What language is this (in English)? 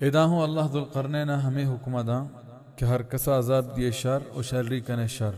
Baluchi